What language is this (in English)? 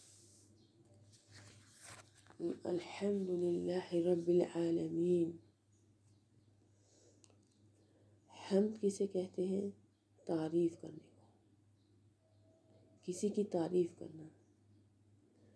Urdu